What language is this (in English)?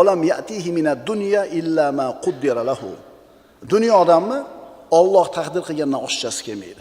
Uzbek